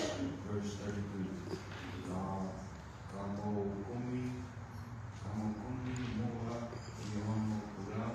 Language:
Tongan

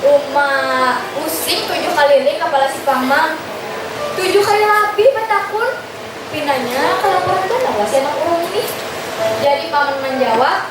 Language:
Banjar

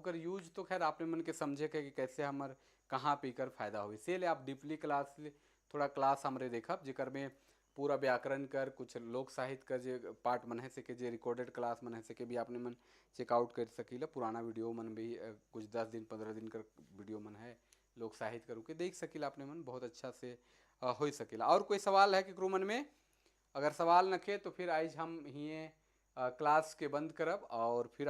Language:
Sadri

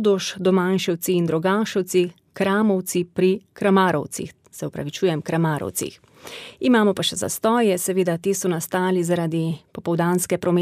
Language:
Slovenian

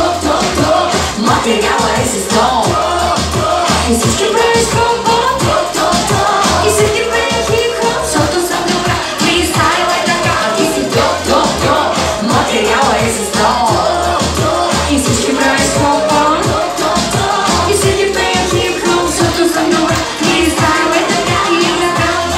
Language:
Bulgarian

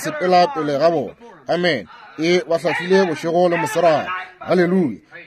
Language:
Northern Sotho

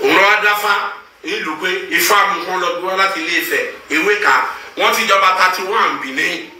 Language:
Yoruba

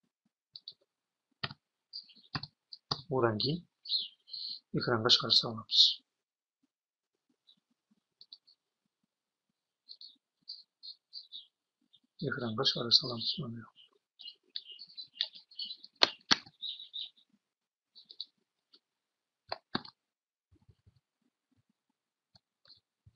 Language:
Kazakh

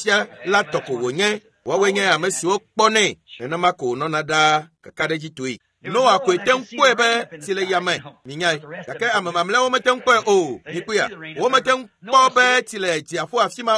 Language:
Ewe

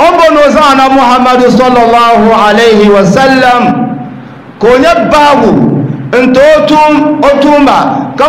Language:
Dagbani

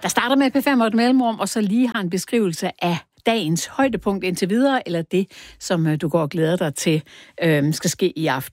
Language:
Danish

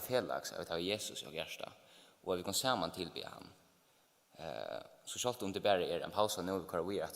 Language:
Faroese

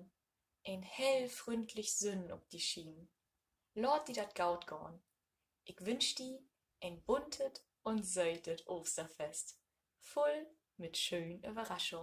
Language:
Low German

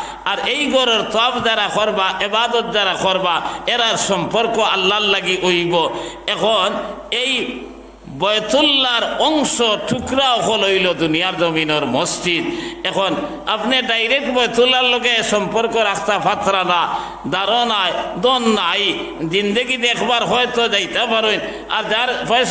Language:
Sylheti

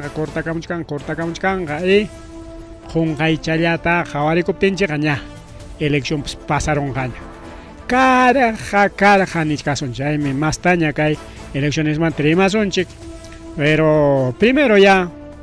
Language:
Ayacucho Quechua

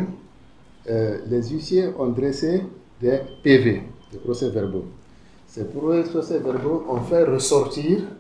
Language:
French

